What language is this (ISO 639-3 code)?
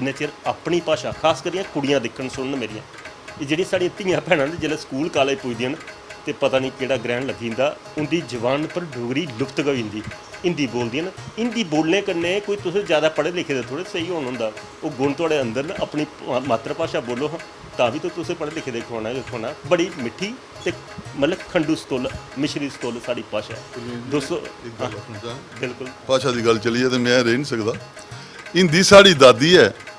doi